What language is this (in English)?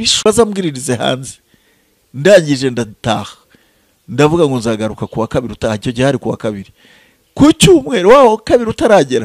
Kinyarwanda